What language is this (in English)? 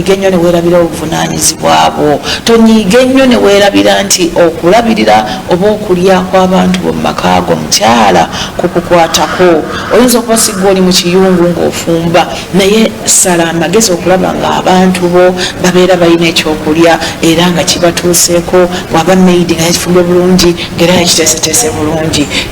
Ganda